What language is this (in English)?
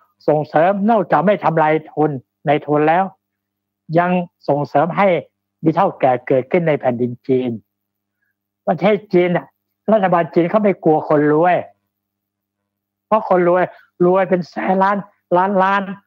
Thai